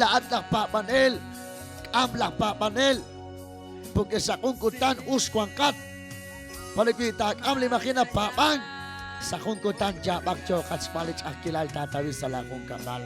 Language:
Kekchí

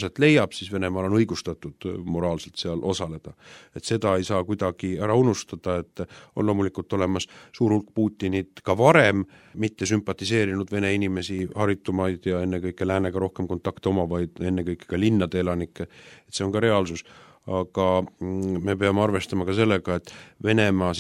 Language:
Estonian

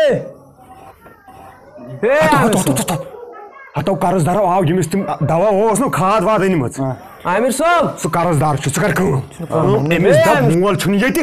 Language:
Kashmiri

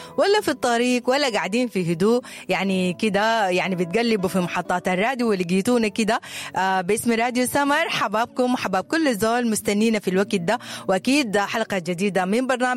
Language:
Sudanese Arabic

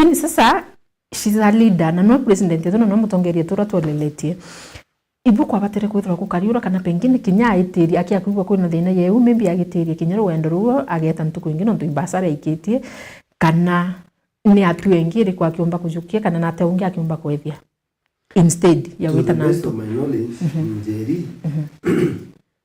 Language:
Meru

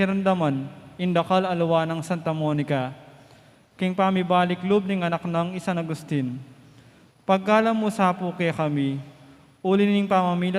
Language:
Pampanga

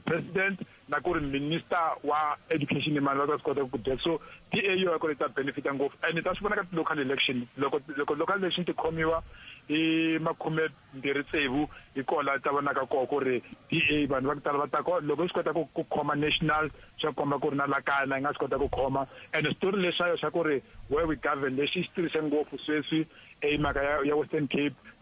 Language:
Tsonga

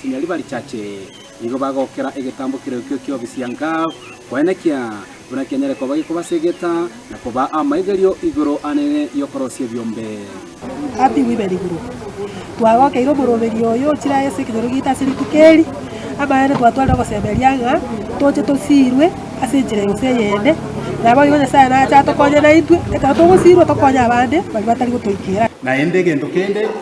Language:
Gusii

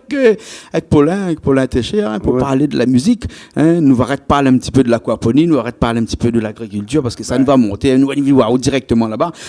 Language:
Réunion Creole French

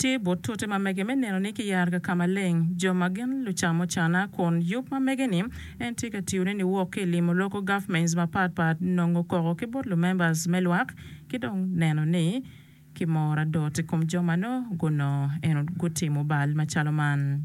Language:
Acoli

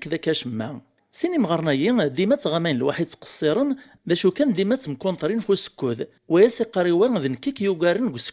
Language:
Kabyle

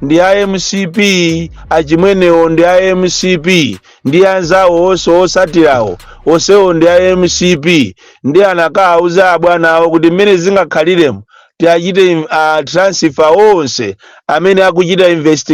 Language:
Nyanja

